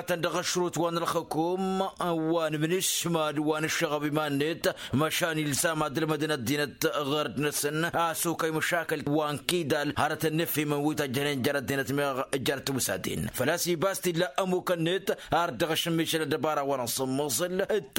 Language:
Tamasheq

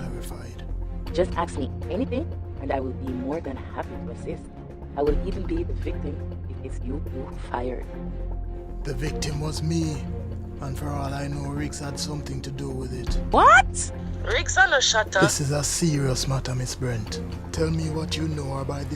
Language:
Jamaican Creole English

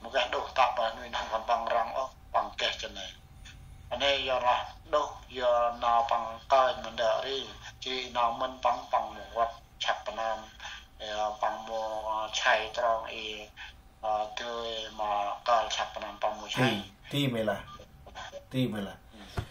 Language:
Central Mnong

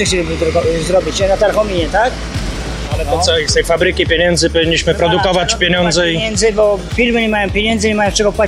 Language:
Polish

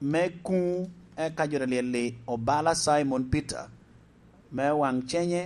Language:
Lango (Uganda)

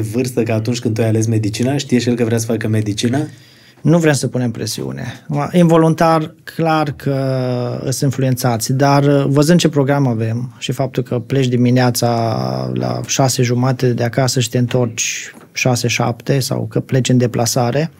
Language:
Romanian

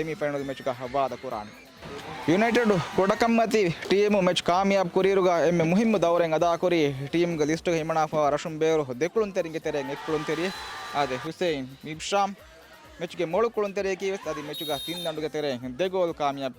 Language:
Divehi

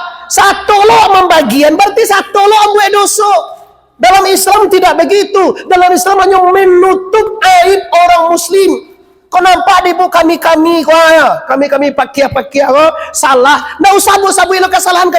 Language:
Minangkabau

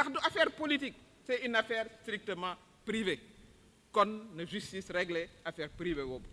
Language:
Wolof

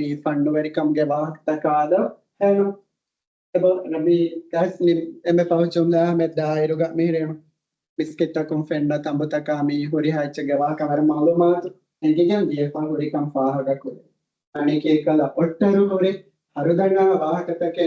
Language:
Divehi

